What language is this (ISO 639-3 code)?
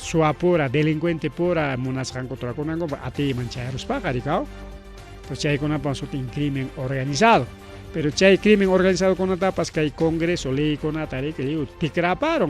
quy